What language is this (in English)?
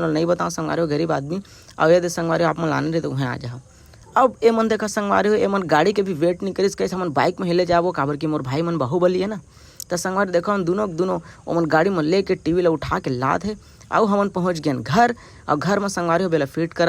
Chhattisgarhi